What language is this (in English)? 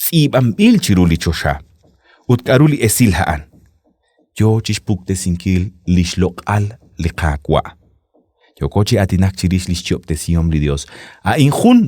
Kekchí